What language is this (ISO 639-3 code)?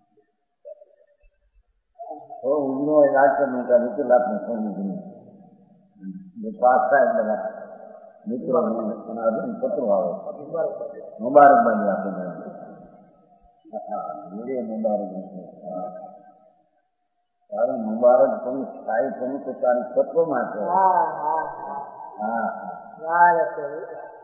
guj